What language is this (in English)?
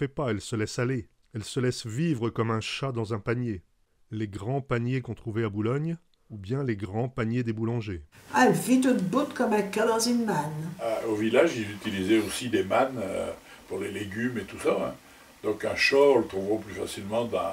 Picard